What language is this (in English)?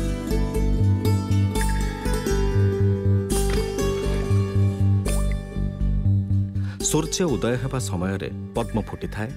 Odia